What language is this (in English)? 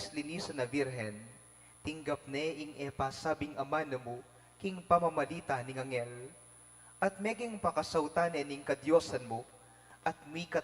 Pampanga